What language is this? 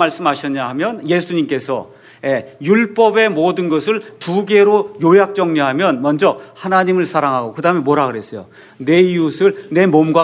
Korean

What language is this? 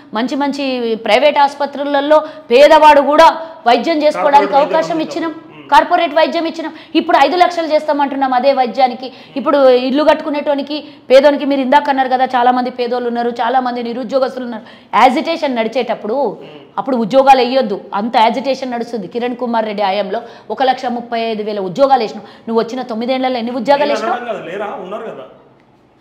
Telugu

